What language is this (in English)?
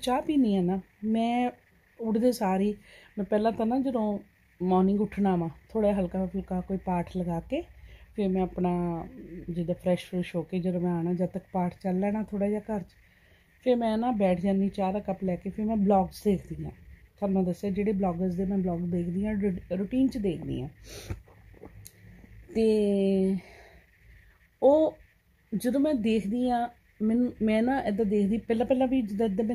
Punjabi